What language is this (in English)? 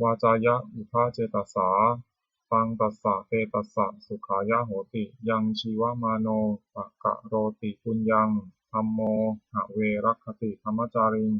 Pali